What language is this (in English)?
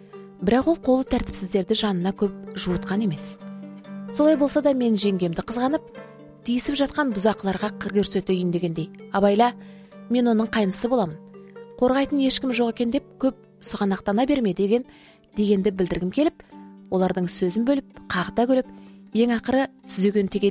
Kazakh